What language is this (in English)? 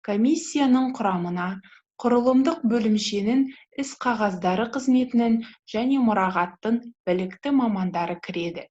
Kazakh